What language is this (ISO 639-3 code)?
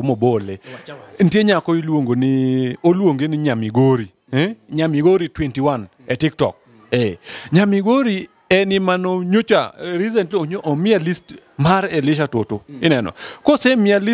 luo